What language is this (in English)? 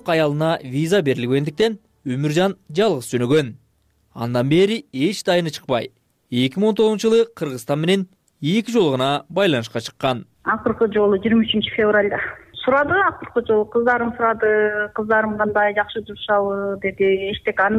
Kyrgyz